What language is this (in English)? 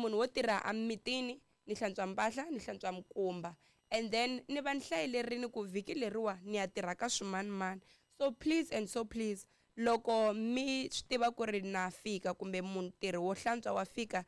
Tsonga